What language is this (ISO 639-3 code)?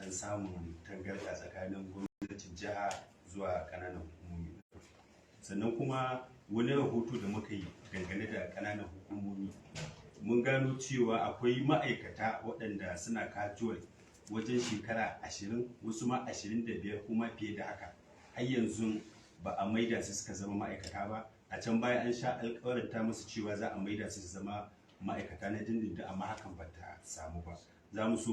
hau